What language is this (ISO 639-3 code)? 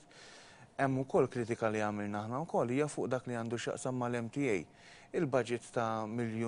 mlt